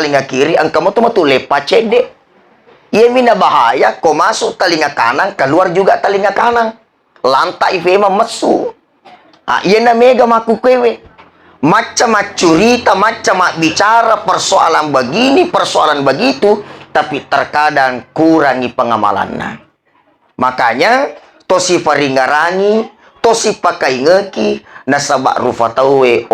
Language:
Buginese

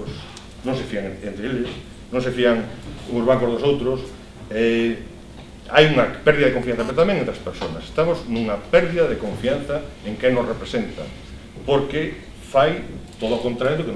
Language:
Galician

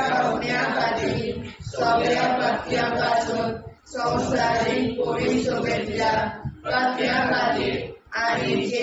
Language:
Konkani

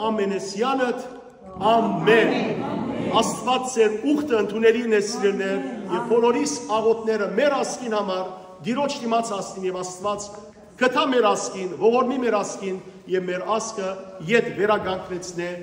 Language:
Western Armenian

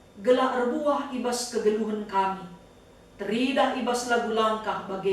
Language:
Batak Karo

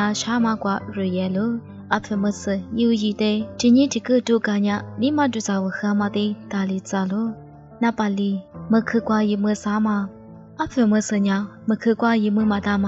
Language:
Lisu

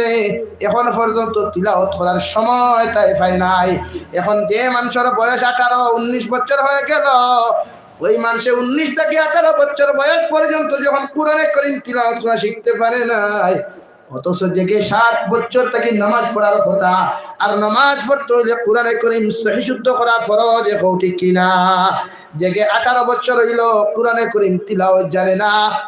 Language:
Sylheti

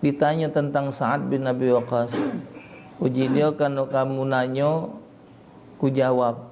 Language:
Musi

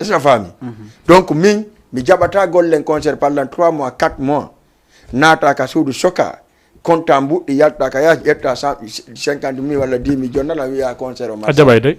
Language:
Fula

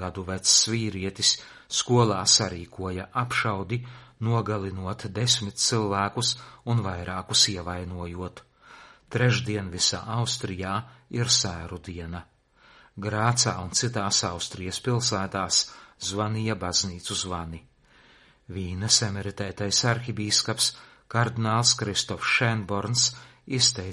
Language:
Latvian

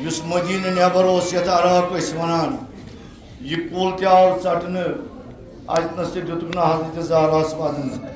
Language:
Kashmiri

